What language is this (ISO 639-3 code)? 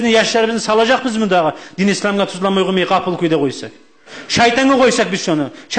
kum